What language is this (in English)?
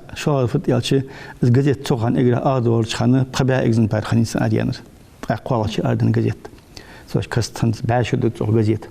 Ingush